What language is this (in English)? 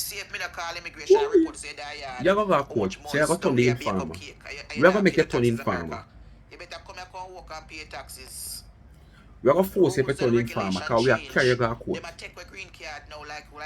Jamaican Creole English